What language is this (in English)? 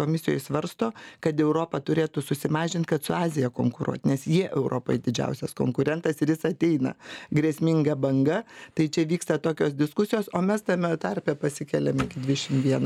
Lithuanian